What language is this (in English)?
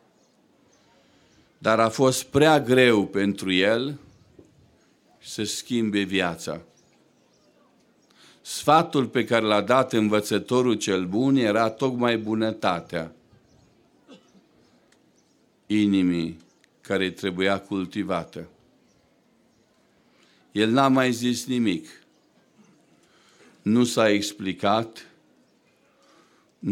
Romanian